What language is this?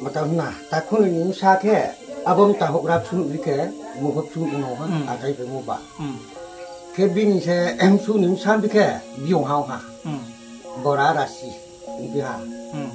Riang (India)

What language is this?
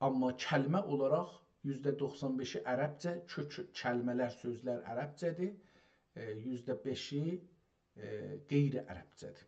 South Azerbaijani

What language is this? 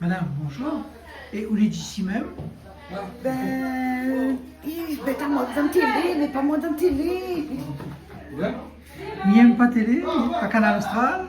Réunion Creole French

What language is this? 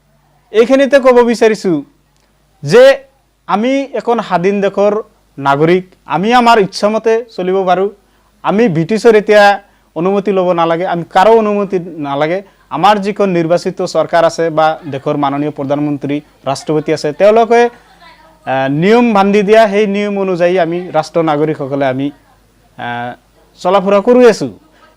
Assamese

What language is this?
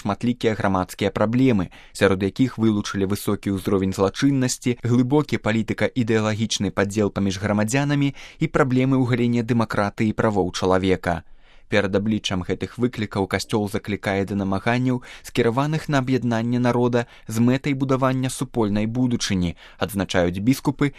Belarusian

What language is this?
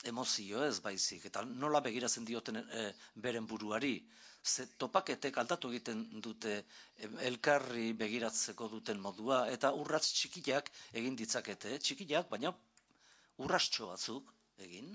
Basque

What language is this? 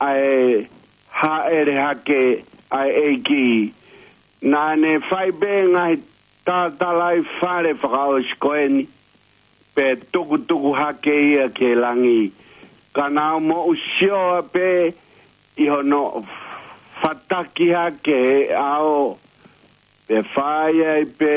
Tongan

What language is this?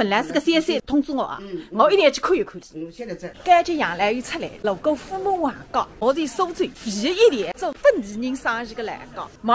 Wu Chinese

